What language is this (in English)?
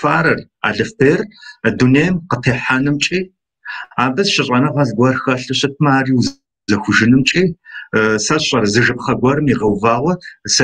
Kabardian